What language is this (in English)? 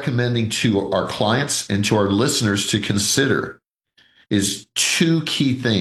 English